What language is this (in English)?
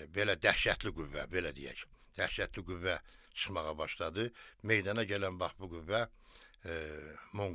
Azerbaijani